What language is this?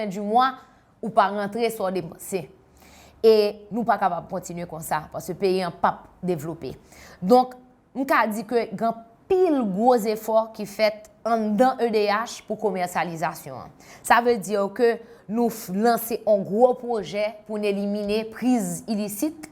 Haitian Creole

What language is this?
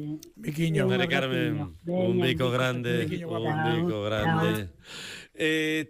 Galician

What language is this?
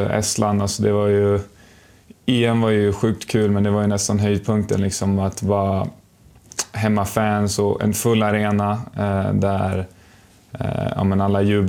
Swedish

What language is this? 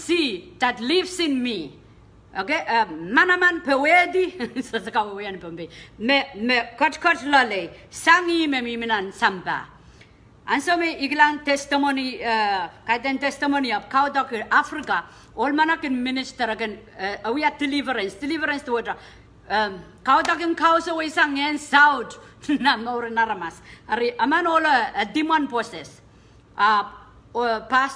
Pohnpeian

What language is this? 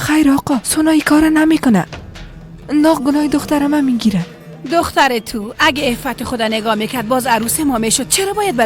Persian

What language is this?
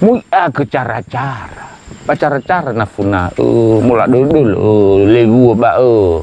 Nias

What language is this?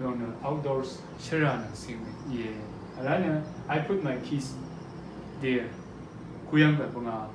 Rawang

